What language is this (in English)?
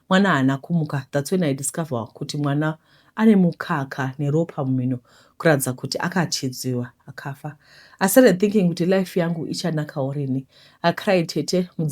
Shona